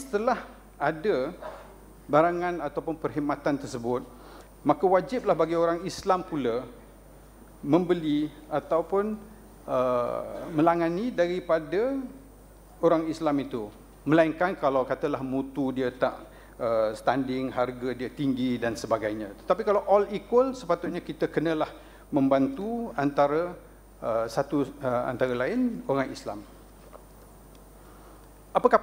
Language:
Malay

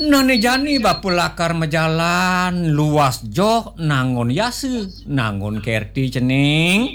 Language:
Balinese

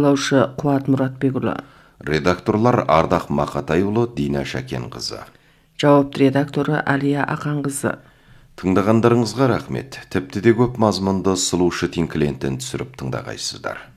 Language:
Kazakh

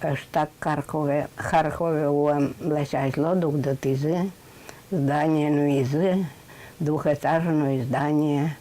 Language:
Udmurt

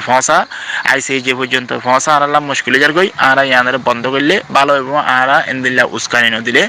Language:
Rohingya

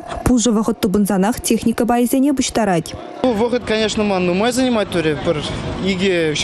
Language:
Chuvash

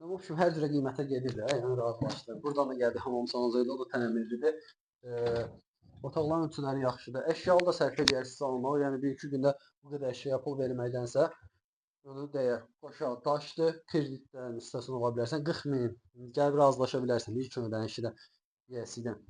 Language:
Azerbaijani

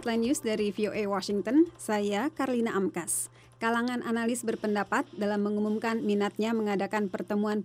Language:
Indonesian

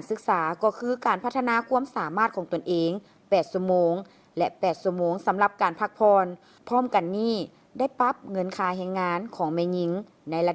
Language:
Lao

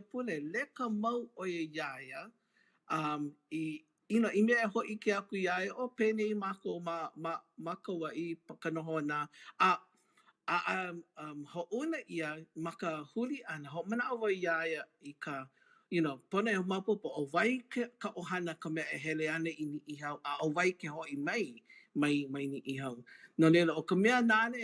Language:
Hawaiian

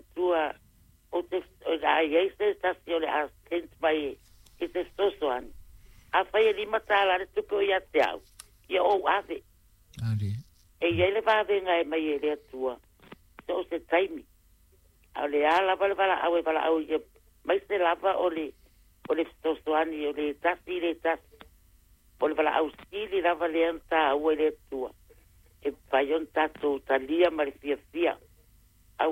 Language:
Samoan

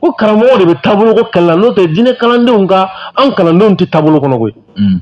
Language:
Bambara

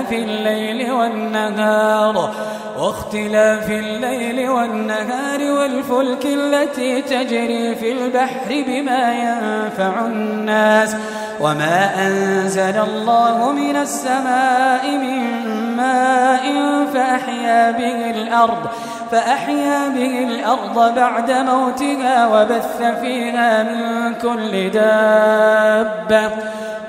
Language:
Arabic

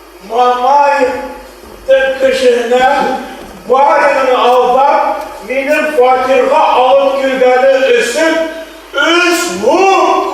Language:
Bashkir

